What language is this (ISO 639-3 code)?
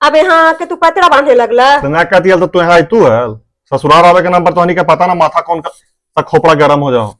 mag